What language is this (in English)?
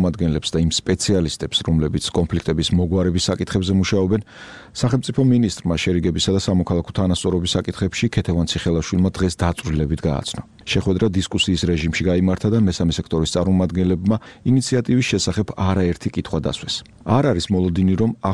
Georgian